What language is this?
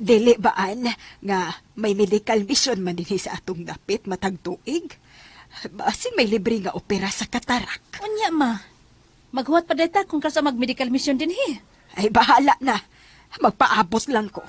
Cebuano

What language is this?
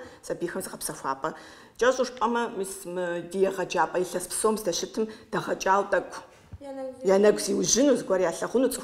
Kabardian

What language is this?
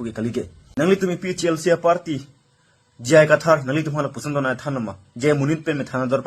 Karbi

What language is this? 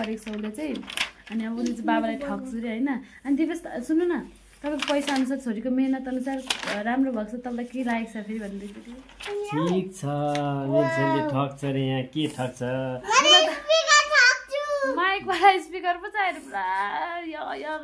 Nepali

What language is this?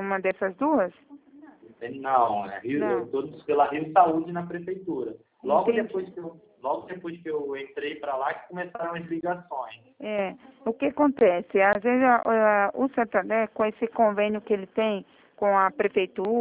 Portuguese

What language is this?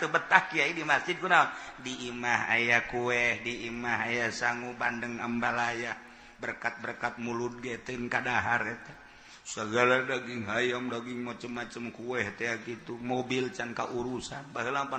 Sundanese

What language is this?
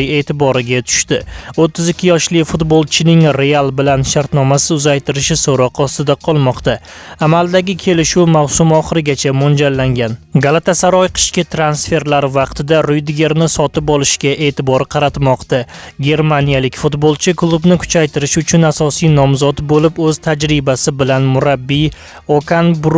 Uzbek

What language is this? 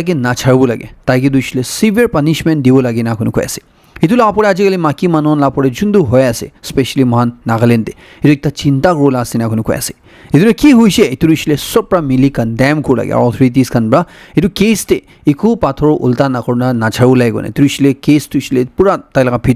Naga Pidgin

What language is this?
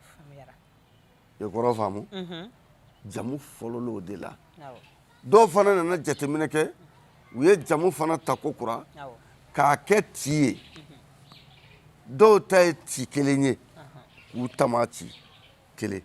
Bambara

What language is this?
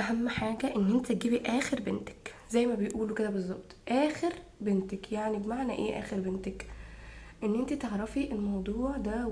Egyptian Arabic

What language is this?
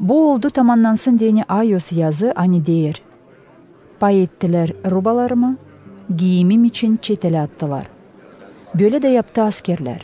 Gagauz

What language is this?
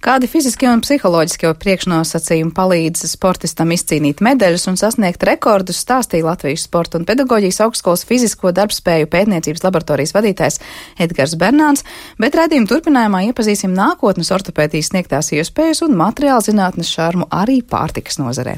Latvian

